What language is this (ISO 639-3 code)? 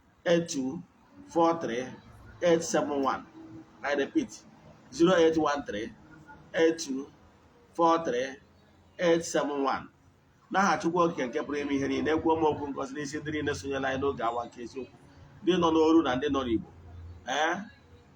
ibo